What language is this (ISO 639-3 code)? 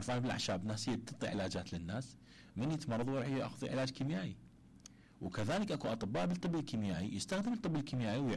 acm